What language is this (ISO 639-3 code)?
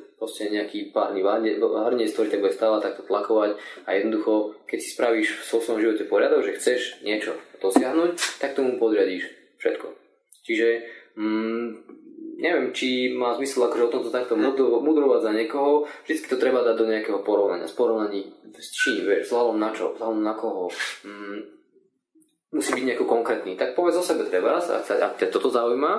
slk